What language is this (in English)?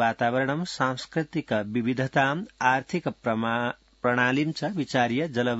Sanskrit